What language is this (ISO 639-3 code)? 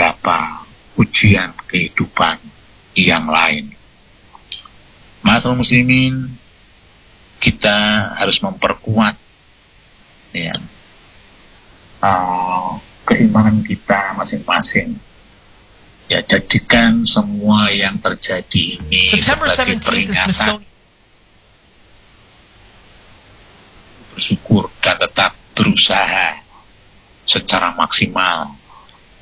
ind